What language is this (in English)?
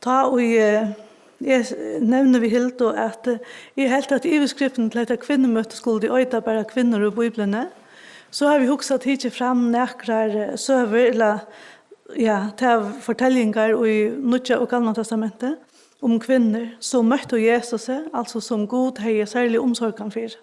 Faroese